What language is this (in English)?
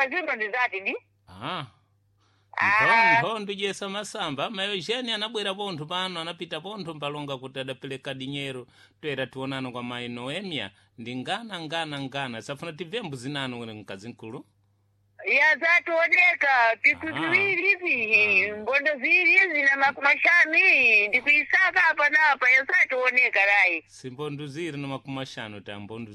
Sena